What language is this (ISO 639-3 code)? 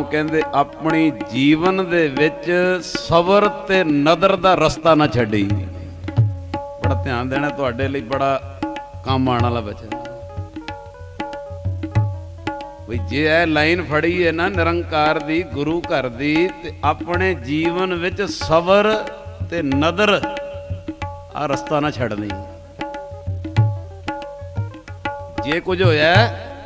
pan